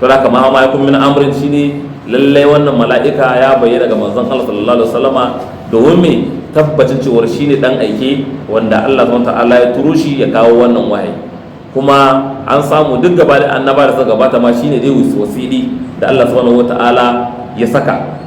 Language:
Hausa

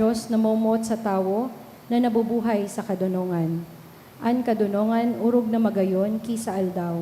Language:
Bikol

